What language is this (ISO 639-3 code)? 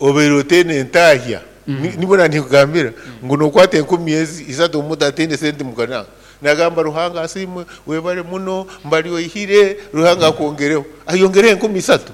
nyo